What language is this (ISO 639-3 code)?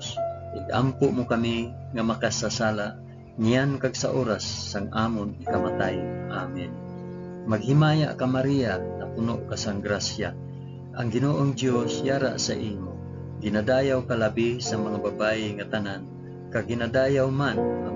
hil